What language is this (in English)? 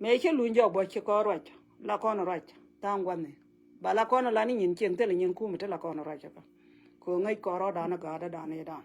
Nuer